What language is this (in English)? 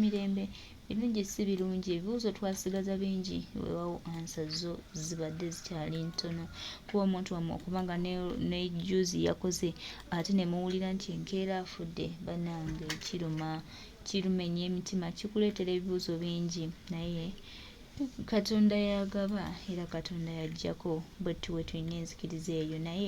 Ganda